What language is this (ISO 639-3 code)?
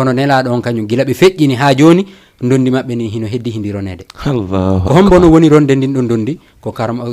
ful